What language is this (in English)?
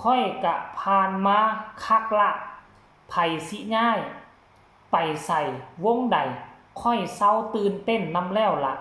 Northeastern Thai